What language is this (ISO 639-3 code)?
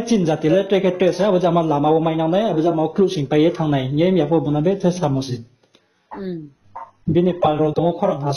ria